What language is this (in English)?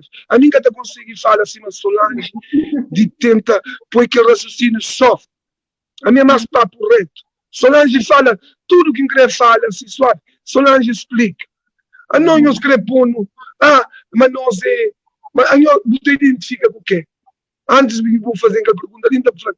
Kabuverdianu